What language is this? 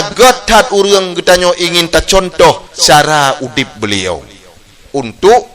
Achinese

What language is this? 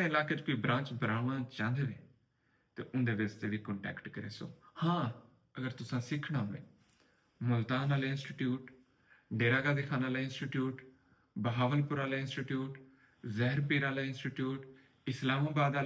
Saraiki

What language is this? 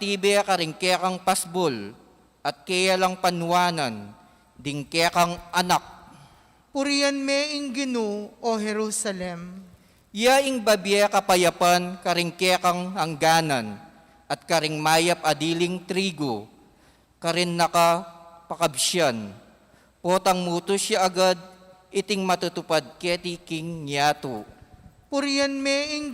Pampanga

